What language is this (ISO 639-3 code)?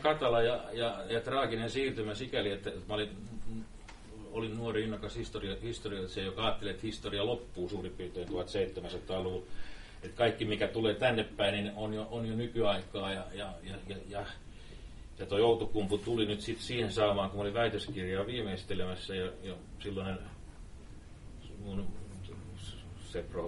fin